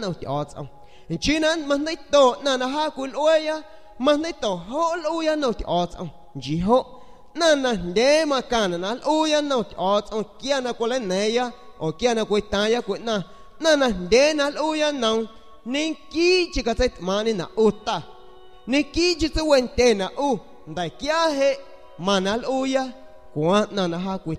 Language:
San Pedro Amuzgos Amuzgo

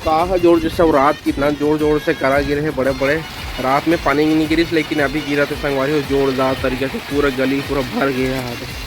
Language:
Chhattisgarhi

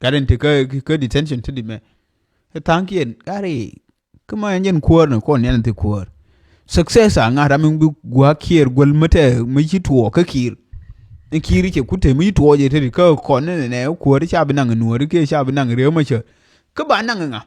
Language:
Nuer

